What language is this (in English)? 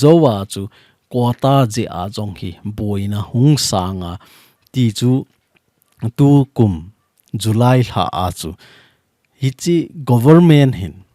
Thado Chin